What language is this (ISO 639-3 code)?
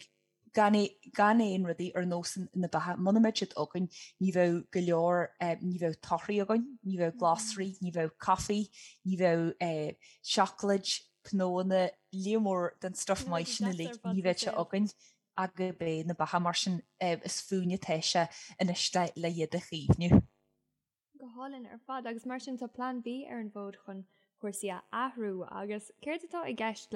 gle